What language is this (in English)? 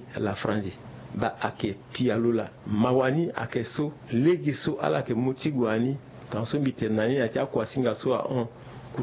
Sango